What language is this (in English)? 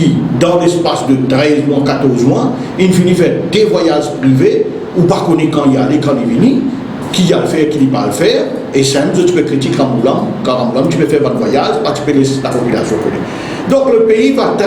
Morisyen